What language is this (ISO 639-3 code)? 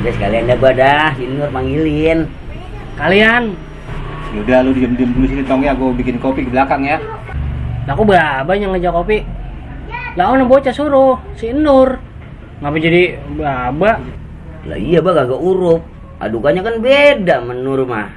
bew